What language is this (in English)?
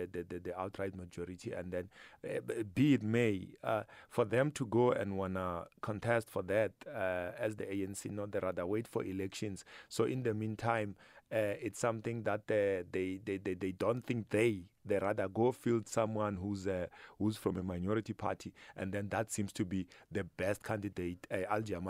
English